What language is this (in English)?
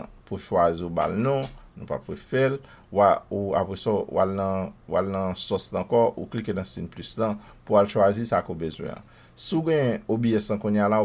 Haitian Creole